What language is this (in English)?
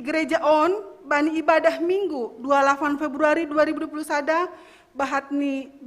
Batak Simalungun